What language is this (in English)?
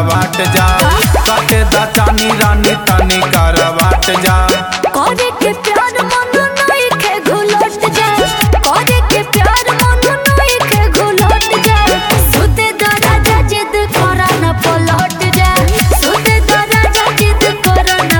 Bhojpuri